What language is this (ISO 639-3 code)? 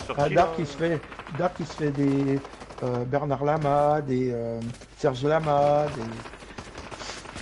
fra